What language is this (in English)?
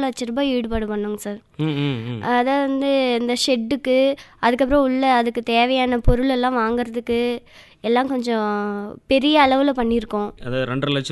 Tamil